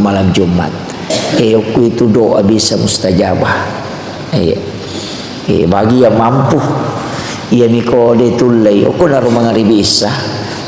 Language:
Buginese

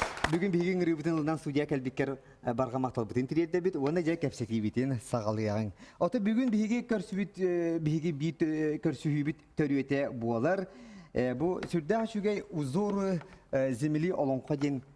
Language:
Yakut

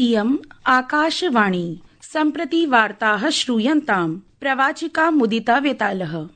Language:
Sanskrit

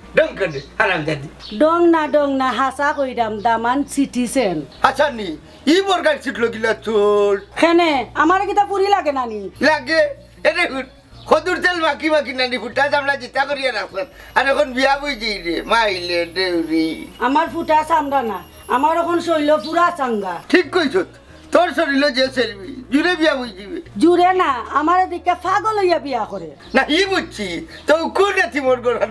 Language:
Sylheti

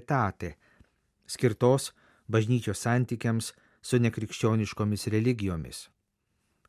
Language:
Lithuanian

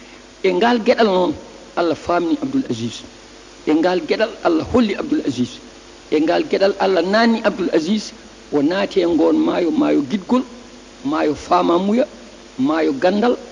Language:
Fula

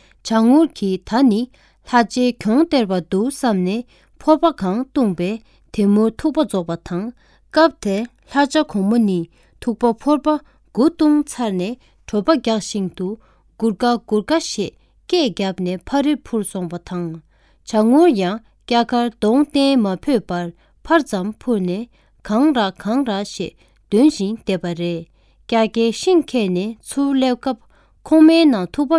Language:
Tibetan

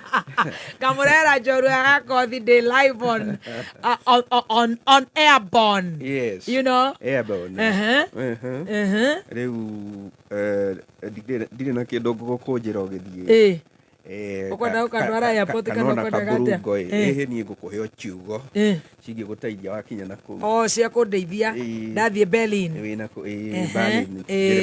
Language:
Kikuyu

